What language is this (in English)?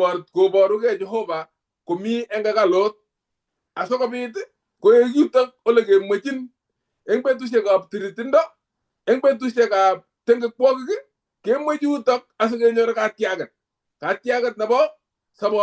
Kalenjin